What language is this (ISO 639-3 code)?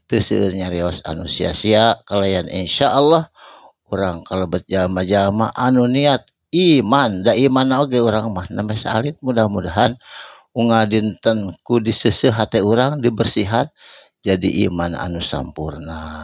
sun